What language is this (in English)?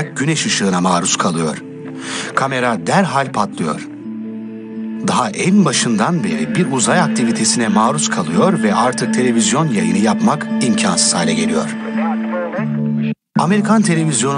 Turkish